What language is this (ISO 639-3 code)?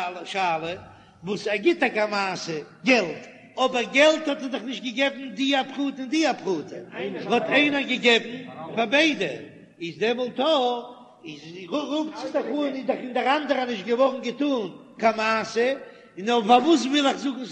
yid